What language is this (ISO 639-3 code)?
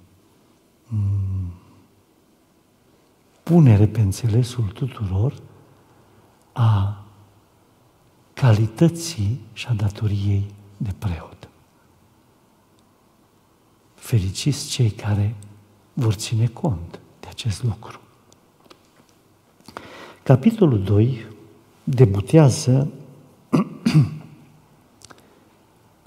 ron